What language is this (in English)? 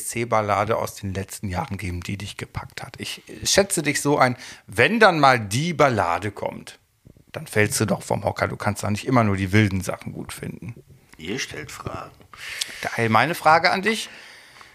German